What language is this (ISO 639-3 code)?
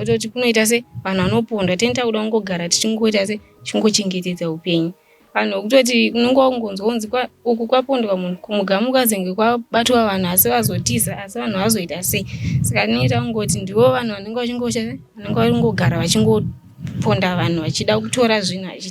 sna